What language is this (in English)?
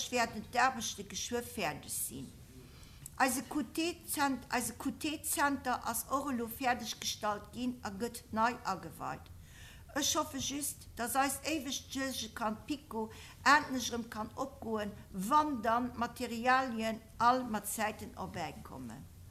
Luxembourgish